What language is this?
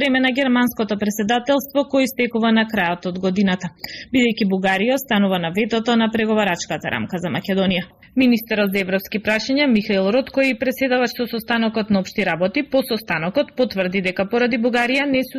Macedonian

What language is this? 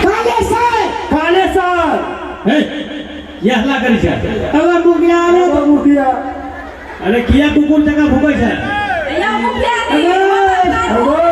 Maithili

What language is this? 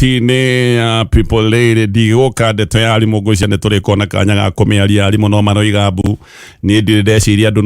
Kikuyu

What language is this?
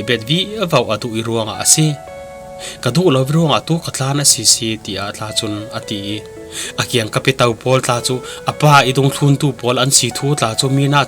Falam Chin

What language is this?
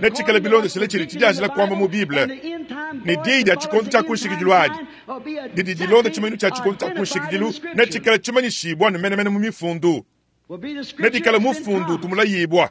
Luba-Lulua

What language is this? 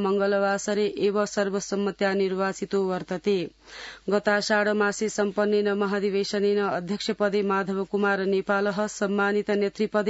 Sanskrit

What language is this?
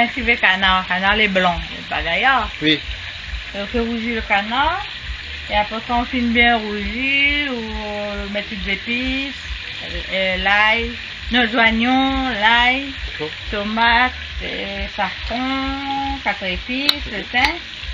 Réunion Creole French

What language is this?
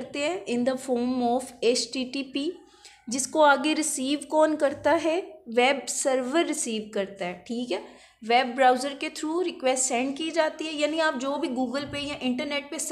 Hindi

